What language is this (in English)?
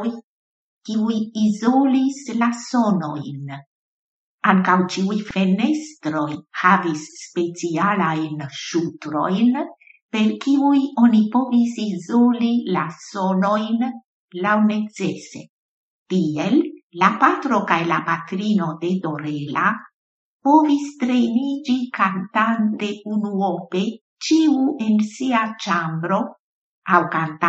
Esperanto